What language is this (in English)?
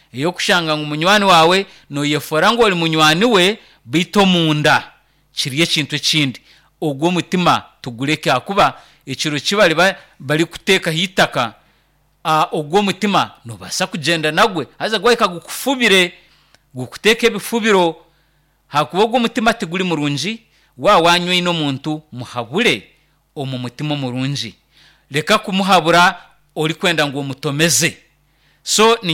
Nyankole